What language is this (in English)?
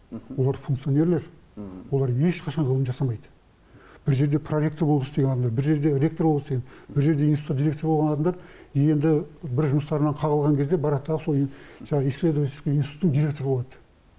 Kazakh